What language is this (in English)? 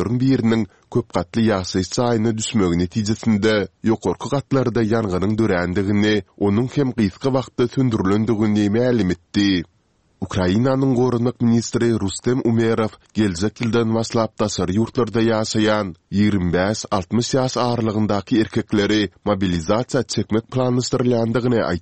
Turkmen